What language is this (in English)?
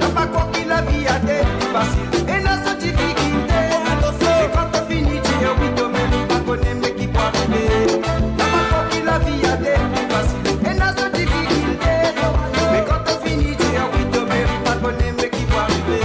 Morisyen